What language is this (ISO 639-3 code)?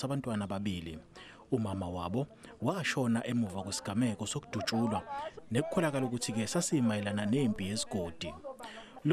zul